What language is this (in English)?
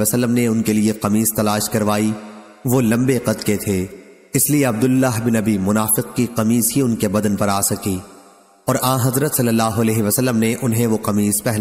Urdu